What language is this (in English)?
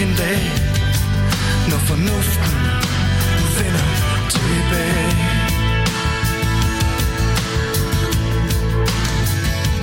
Danish